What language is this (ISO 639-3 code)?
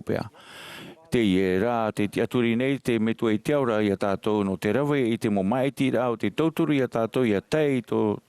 tah